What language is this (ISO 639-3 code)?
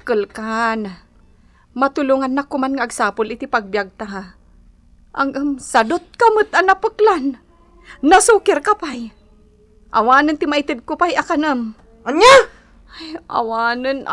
ilo